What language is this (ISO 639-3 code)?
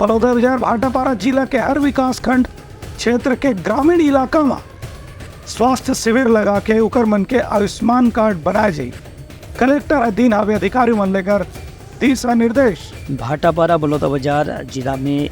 hne